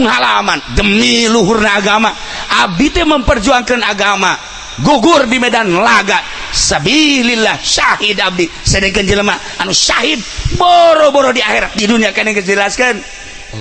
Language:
Sundanese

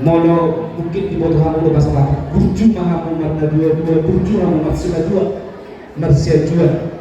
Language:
Batak Toba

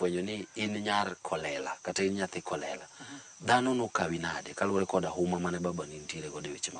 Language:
Luo (Kenya and Tanzania)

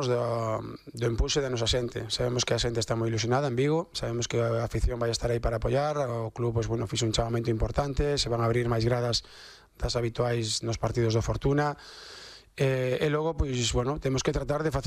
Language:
Galician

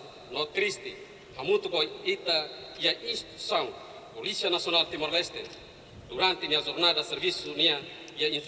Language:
Tetum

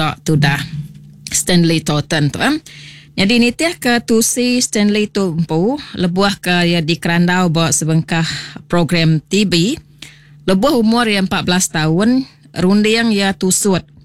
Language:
Iban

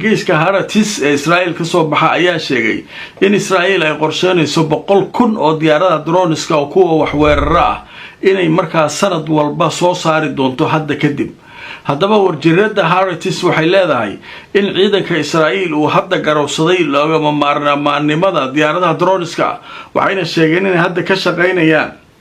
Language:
Somali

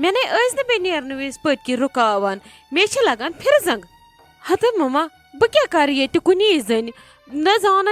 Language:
Kashmiri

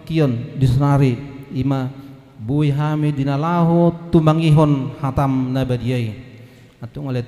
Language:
Batak Toba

